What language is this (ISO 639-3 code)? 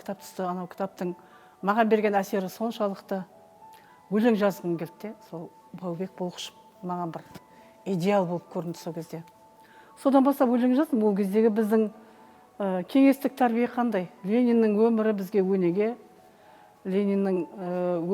kaz